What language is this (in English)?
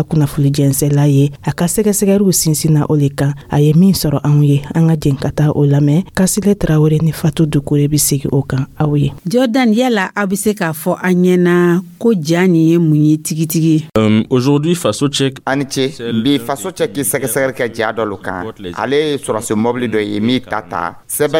Dyula